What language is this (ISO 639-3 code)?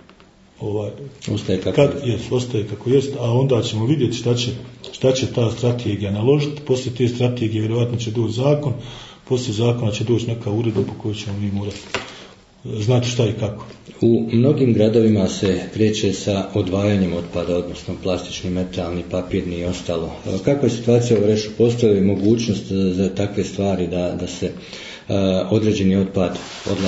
bos